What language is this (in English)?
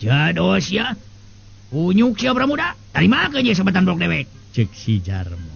Sundanese